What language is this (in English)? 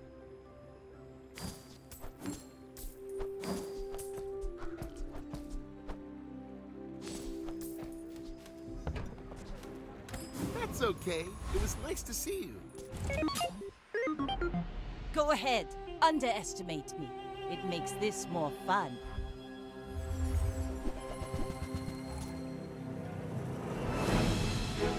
English